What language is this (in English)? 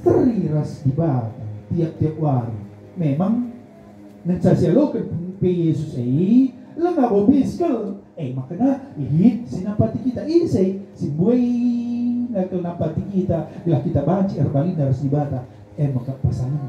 Batak Karo